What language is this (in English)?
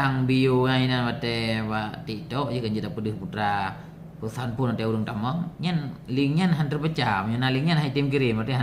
Achinese